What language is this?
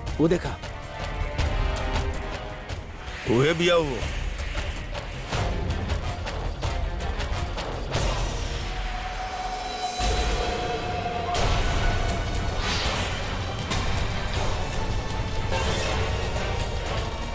Bhojpuri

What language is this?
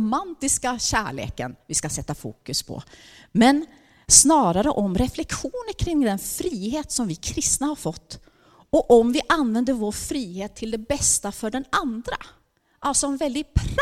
Swedish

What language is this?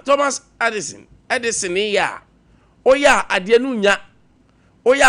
Akan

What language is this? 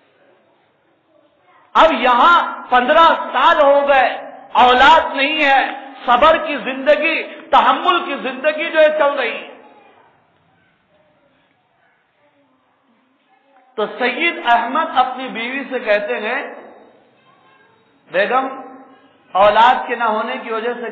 Urdu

